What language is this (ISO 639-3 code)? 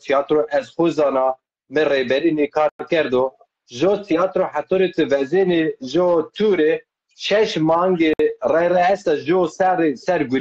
zza